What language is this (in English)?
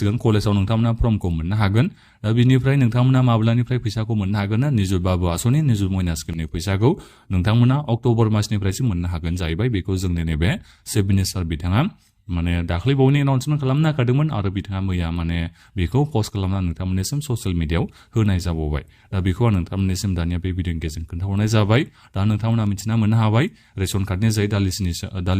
Bodo